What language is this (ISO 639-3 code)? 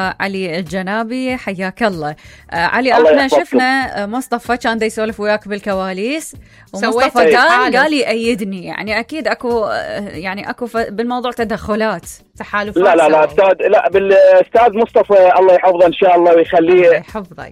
acm